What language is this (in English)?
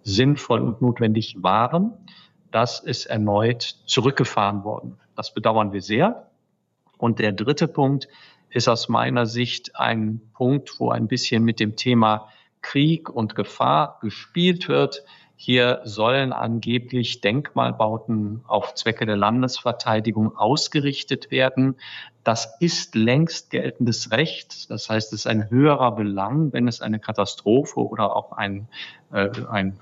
German